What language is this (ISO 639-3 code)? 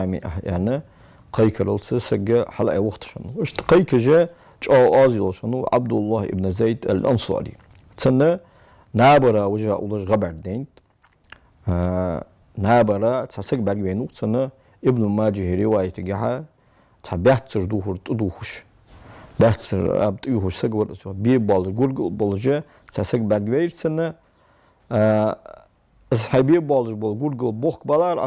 inh